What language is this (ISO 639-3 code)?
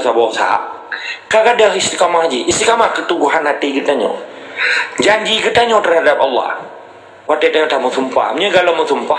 ace